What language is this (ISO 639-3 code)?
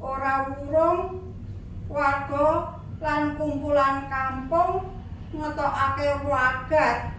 jav